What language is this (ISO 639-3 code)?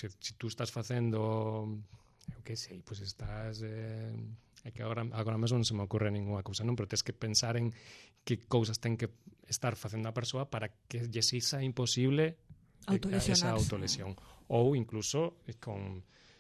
glg